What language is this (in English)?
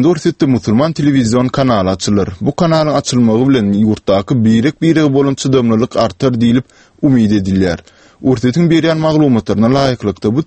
Turkmen